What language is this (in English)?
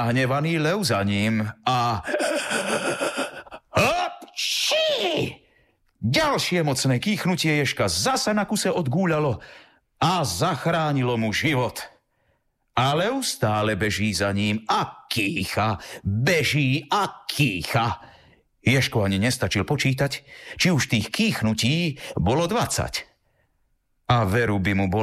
Slovak